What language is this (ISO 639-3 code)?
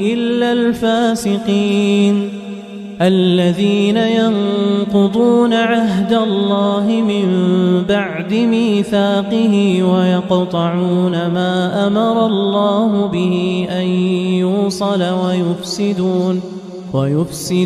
ara